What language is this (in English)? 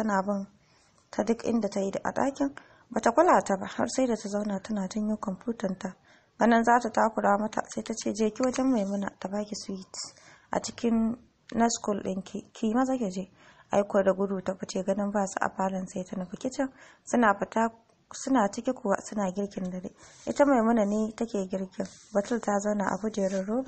Hausa